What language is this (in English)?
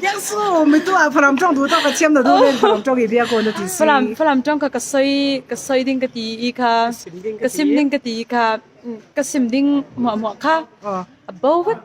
Hakha Chin